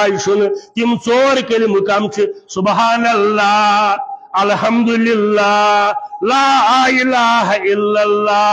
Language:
Kashmiri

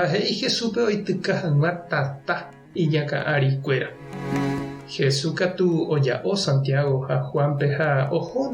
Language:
Guarani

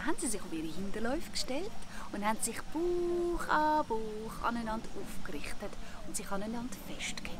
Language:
Swiss German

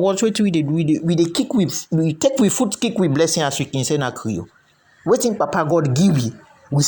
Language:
Krio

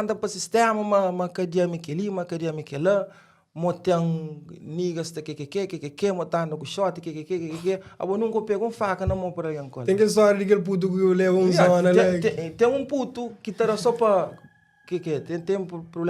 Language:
Kabuverdianu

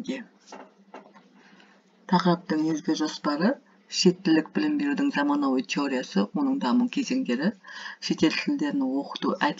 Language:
Kazakh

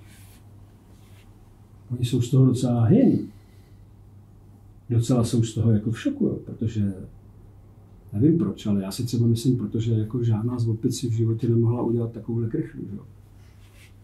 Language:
Czech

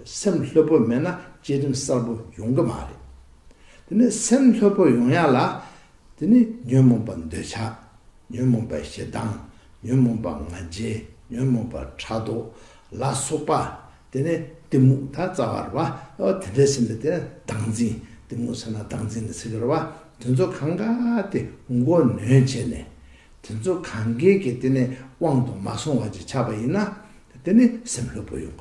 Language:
Tibetan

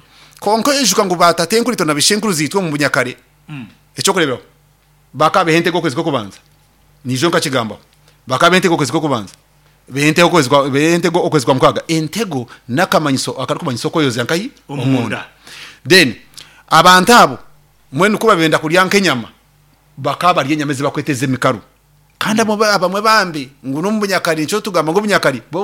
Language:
Nyankole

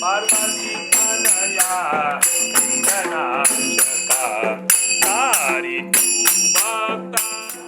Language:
Konkani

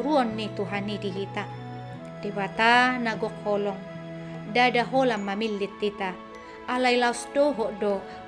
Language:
Batak Toba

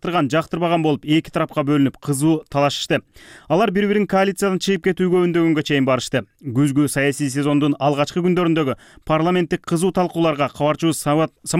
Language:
Kyrgyz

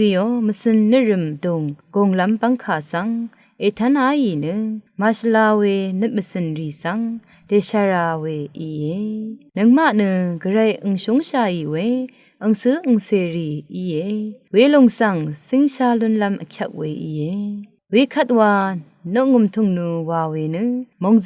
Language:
Rawang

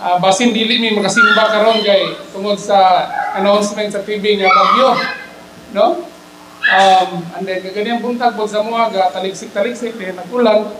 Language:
Cebuano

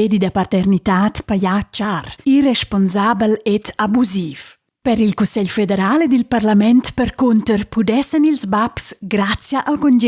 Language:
Romansh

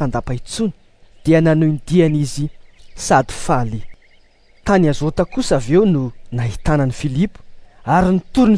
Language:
Malagasy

